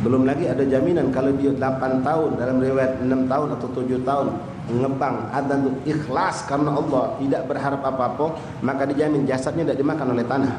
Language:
Musi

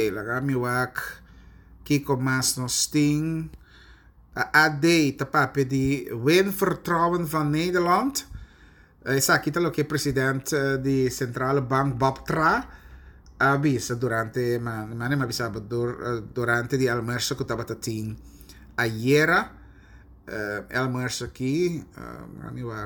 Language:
Papiamento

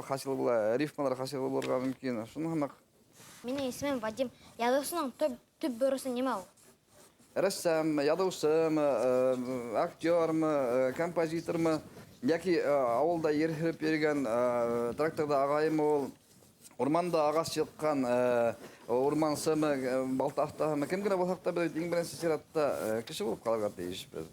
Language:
Bashkir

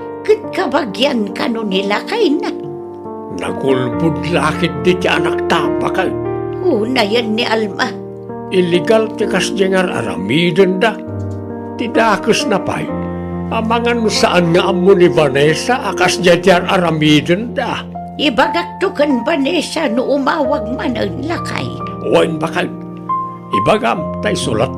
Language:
Iloko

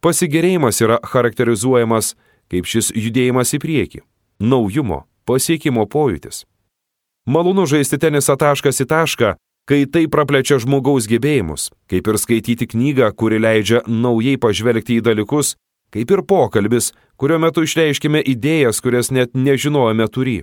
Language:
Lithuanian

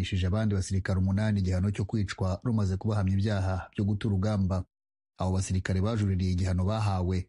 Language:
Kinyarwanda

